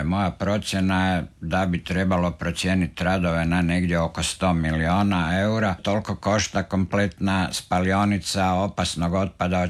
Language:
Croatian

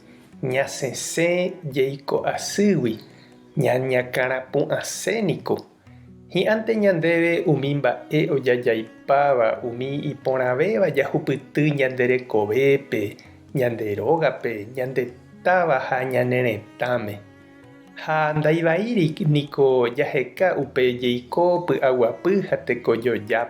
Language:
Guarani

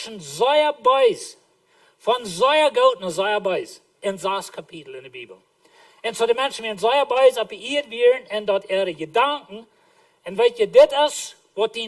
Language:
Plautdietsch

